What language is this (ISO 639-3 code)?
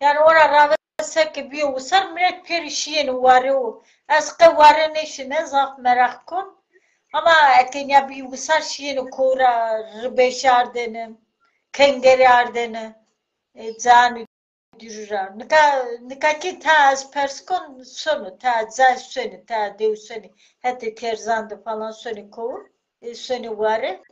zza